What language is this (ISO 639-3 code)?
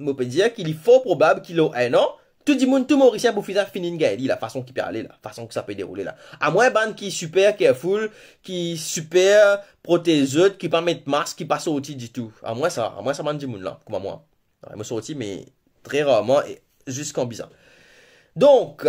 mfe